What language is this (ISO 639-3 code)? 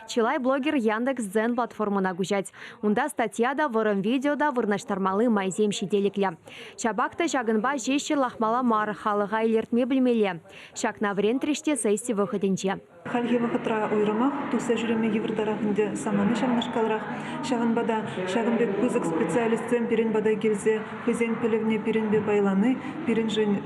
chv